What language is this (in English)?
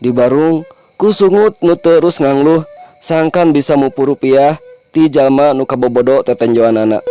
Sundanese